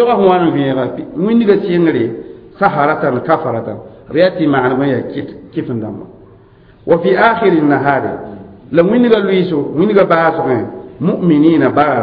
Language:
Mossi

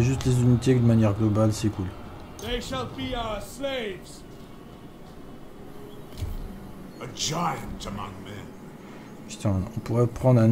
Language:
French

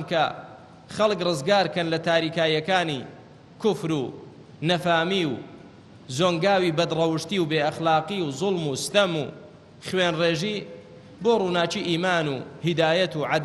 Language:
Central Kurdish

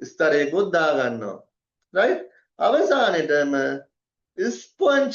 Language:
Sinhala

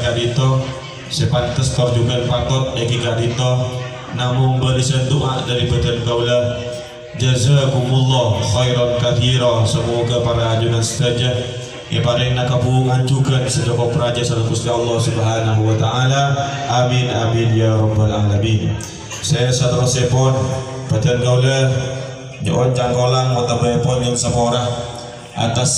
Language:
Madurese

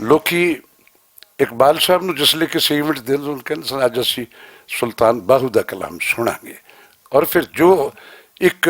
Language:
Western Panjabi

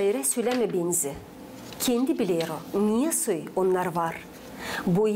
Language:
Gagauz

